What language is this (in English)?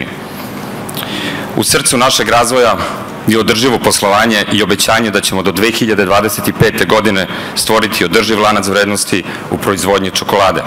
Serbian